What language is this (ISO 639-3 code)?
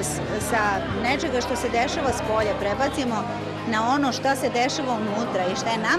srp